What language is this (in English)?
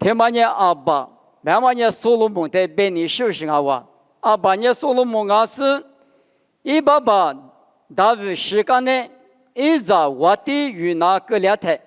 Lisu